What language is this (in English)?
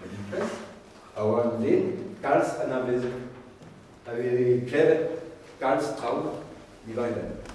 Breton